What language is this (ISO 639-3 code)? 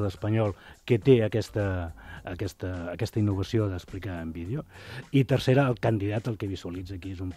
cat